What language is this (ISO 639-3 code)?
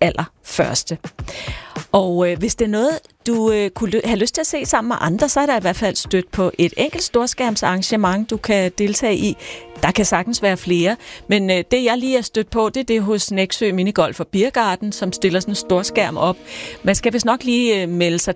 dan